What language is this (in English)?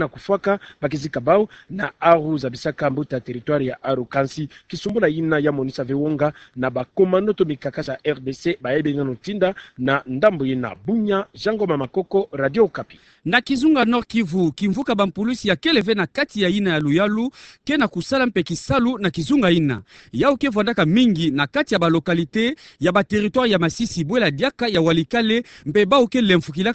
Kituba (Democratic Republic of Congo)